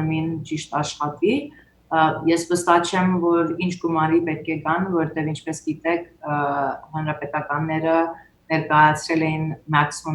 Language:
Western Armenian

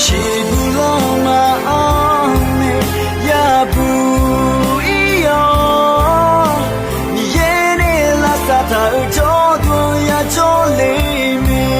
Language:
Akha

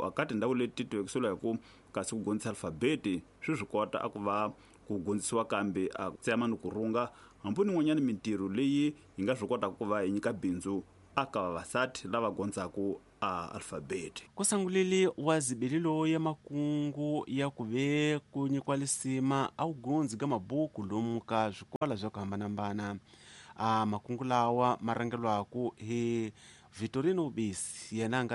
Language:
Tsonga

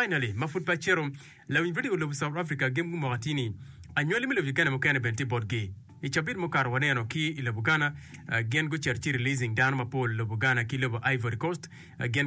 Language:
Acoli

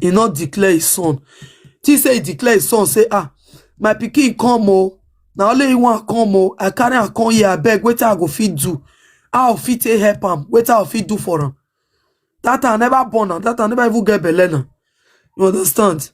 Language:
Nigerian Pidgin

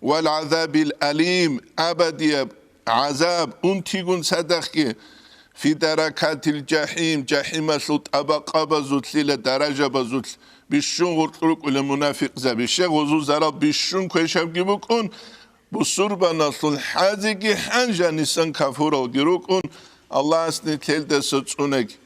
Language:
Avaric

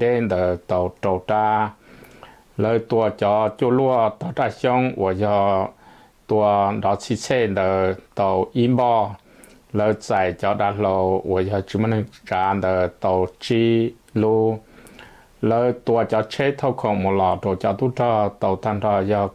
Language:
Hmong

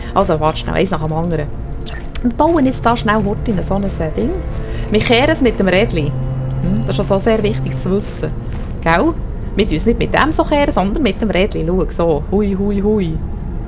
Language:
Swiss German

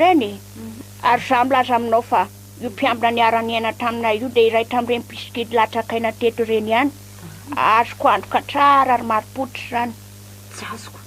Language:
Malagasy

